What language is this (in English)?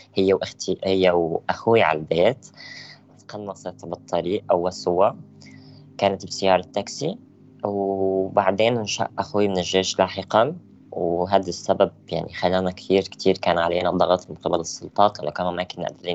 North Levantine Arabic